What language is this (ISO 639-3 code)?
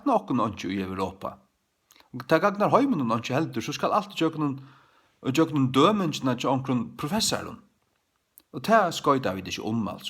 fao